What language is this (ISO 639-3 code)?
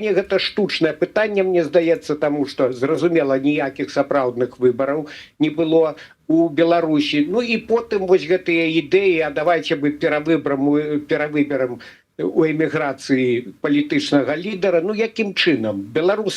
bel